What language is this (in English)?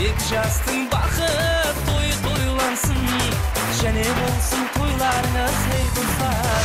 Kara-Kalpak